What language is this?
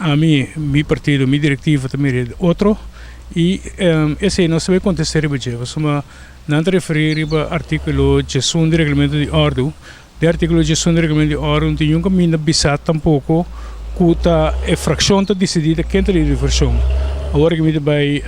Papiamento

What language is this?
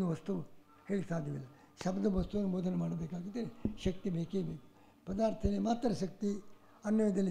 Kannada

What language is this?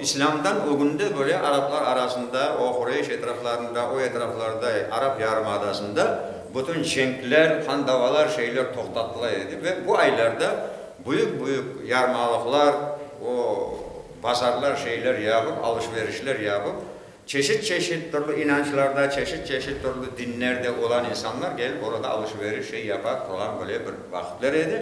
Crimean Tatar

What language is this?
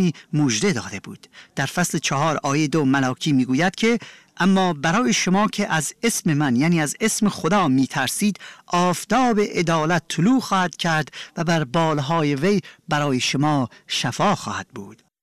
Persian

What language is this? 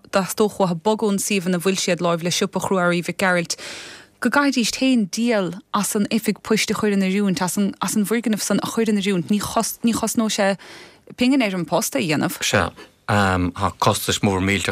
Irish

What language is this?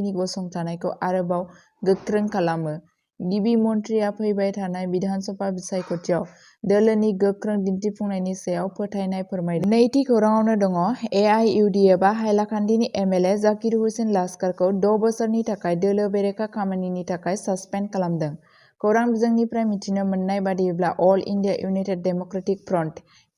Bodo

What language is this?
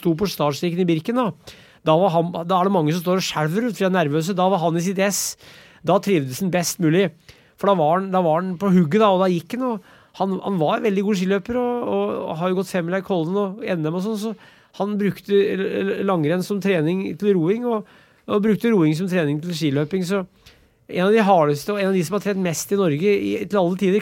Norwegian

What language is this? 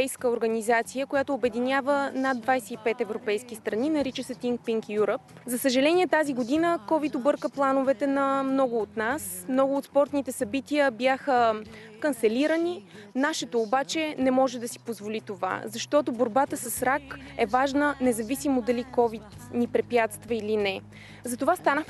Bulgarian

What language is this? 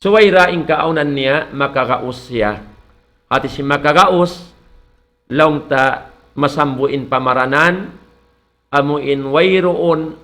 Tausug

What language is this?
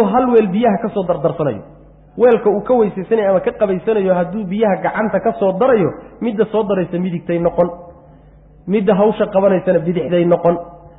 Somali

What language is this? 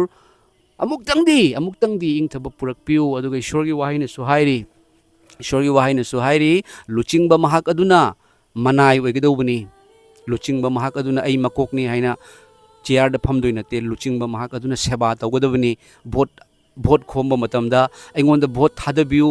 Manipuri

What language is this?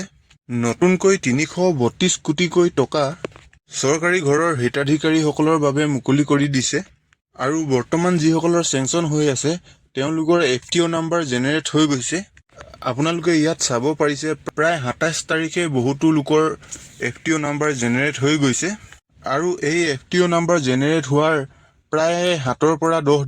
Assamese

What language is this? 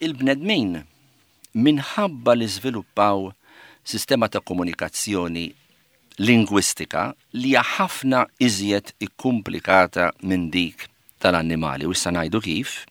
Maltese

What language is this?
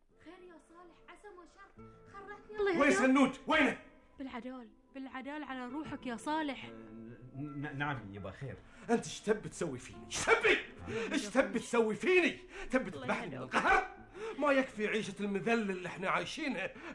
Gulf Arabic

